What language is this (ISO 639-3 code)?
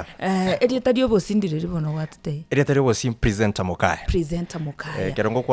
guz